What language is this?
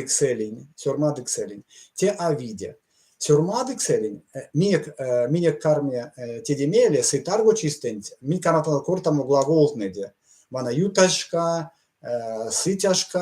Erzya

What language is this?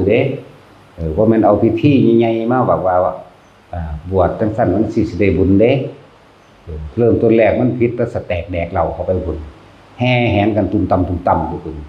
Northeastern Thai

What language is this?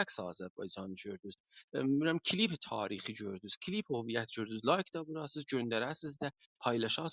South Azerbaijani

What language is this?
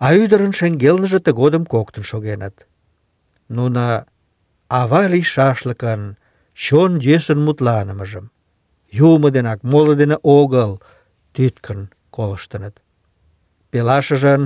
Mari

